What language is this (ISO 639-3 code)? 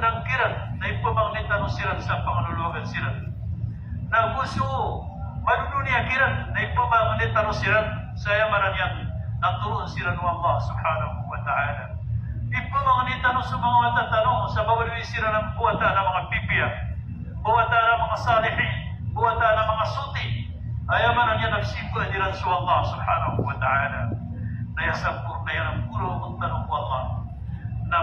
mrw